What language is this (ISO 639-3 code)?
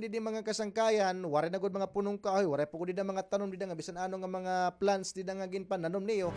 war